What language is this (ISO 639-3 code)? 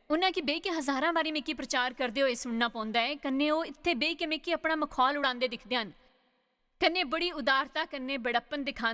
doi